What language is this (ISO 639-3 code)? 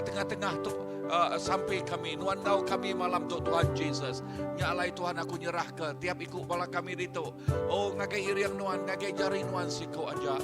iba